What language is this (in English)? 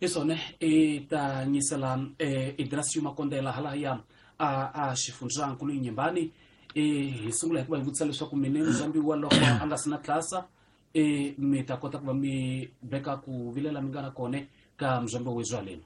Tsonga